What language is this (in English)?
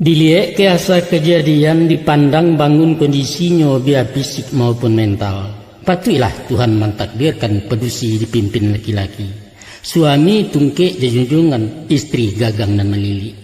Minangkabau